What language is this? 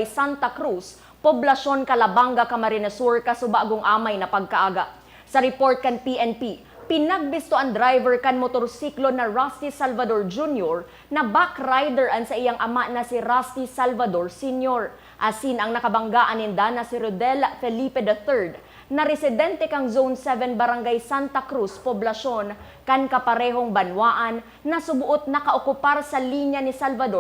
Bikol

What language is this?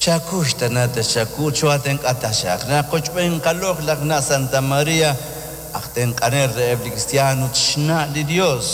Kekchí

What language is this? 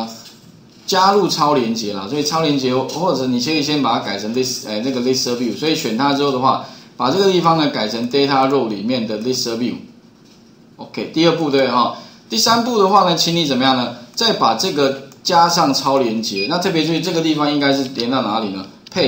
Chinese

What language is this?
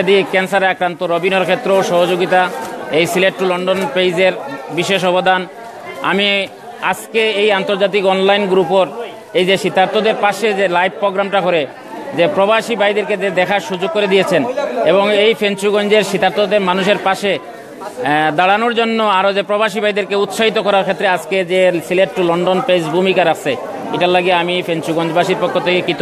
Sylheti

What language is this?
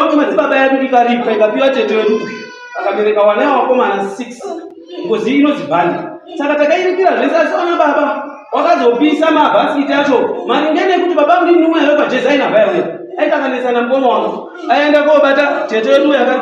Shona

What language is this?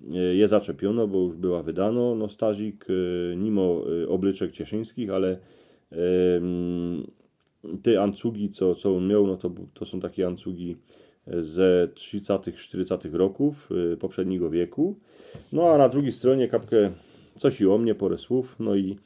Silesian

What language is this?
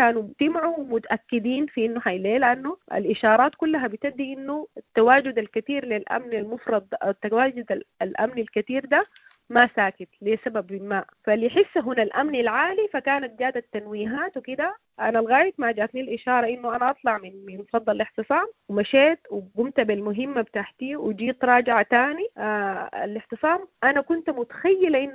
Sudanese Arabic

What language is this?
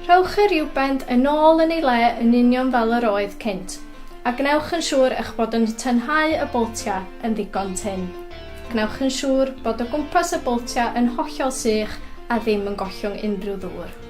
Welsh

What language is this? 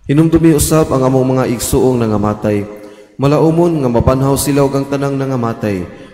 Cebuano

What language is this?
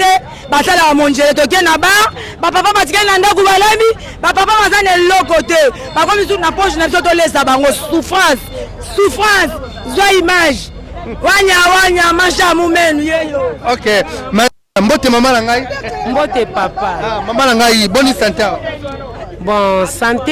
Lingala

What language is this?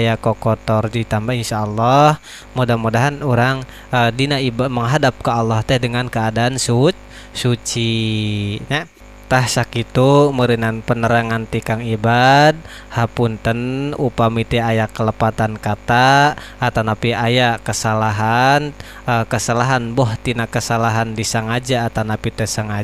Sundanese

